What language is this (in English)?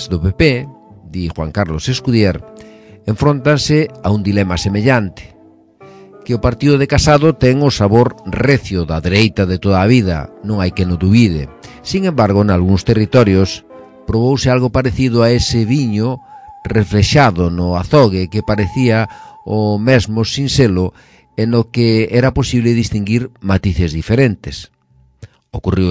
Galician